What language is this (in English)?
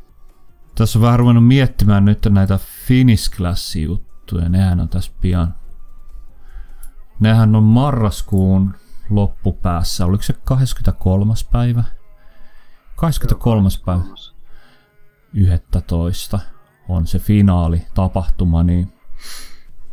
Finnish